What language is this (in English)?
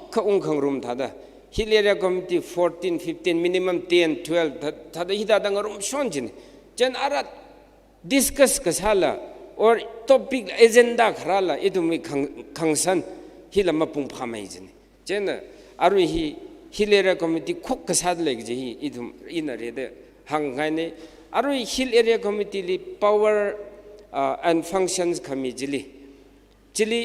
Tangkhul Naga (India)